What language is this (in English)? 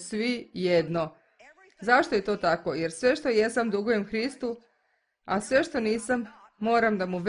Serbian